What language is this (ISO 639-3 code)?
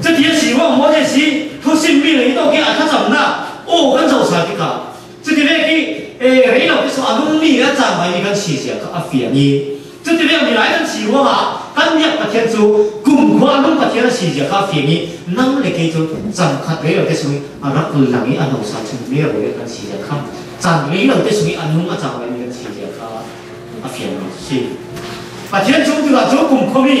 cfm